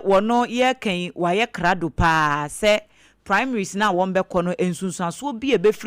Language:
Akan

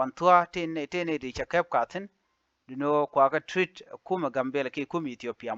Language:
Nuer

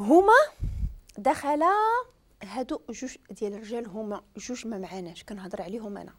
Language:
Moroccan Arabic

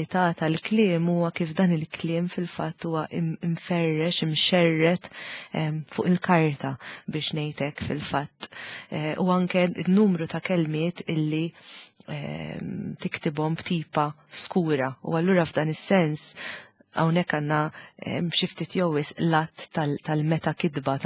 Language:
Maltese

